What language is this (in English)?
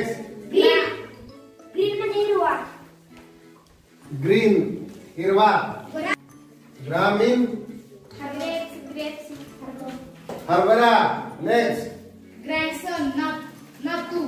Marathi